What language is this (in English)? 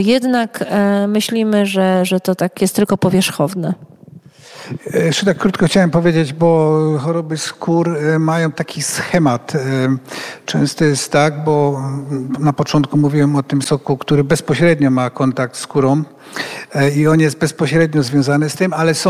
Polish